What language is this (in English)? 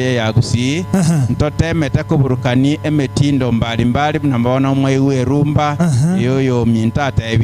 Gusii